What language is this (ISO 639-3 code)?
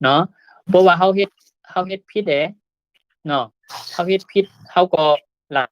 shn